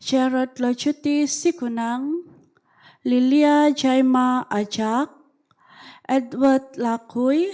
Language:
Central Dusun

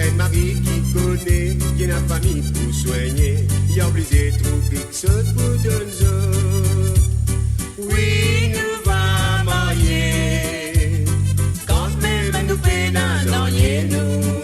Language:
Morisyen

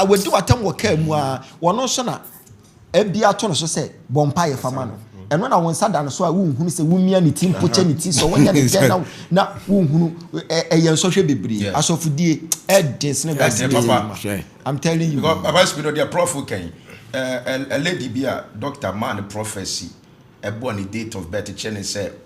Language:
Akan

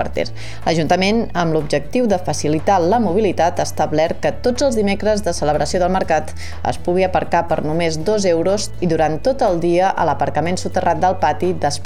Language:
Catalan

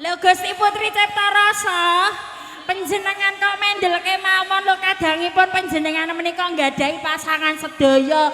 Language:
Javanese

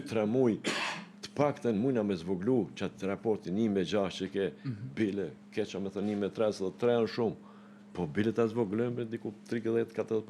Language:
Albanian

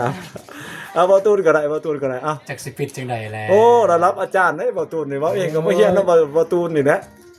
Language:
Lao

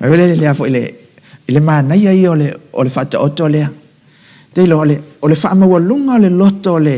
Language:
Samoan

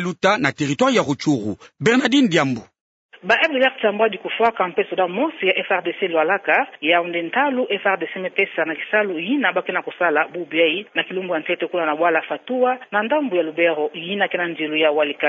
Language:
Kituba (Democratic Republic of Congo)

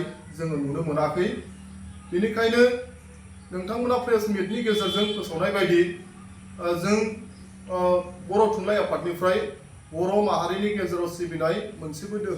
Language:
Bodo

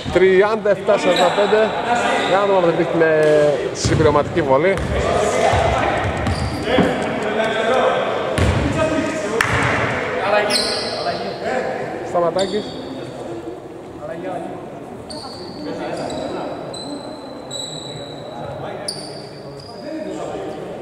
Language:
Greek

